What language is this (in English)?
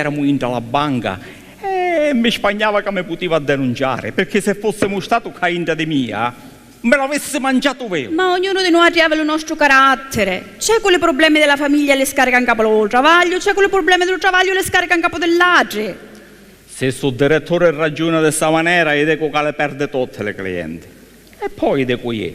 Sicilian